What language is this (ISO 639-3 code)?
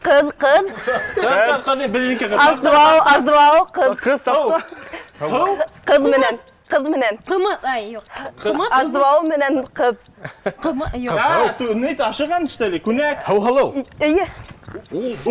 bak